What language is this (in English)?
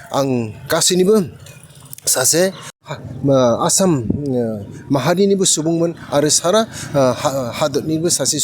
Bodo